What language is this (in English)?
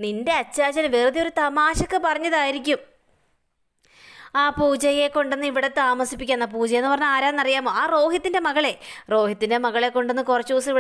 Malayalam